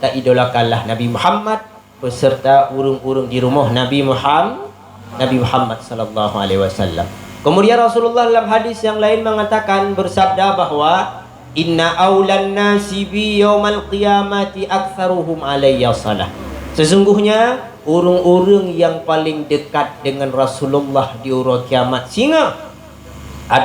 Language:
Achinese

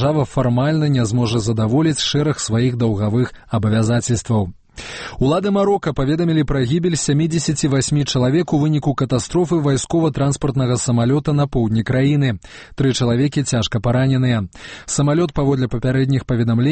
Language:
Belarusian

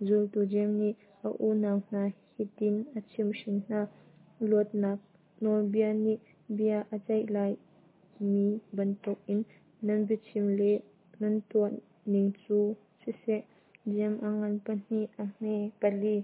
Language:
Hakha Chin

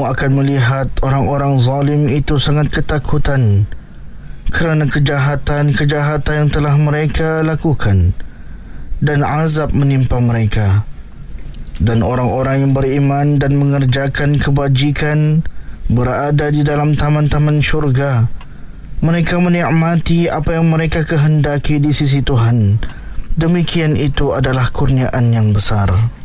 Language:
Malay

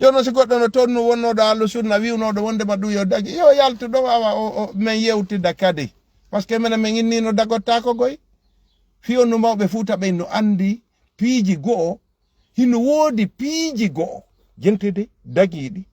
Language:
Fula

